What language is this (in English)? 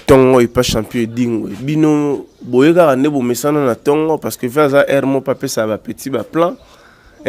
Lingala